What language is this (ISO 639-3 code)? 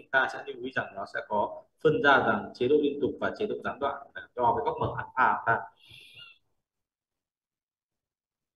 vie